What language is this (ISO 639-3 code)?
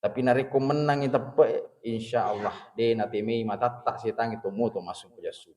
bug